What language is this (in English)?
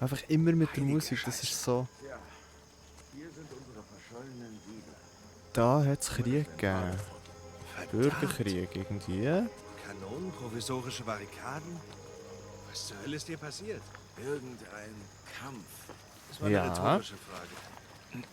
Swiss German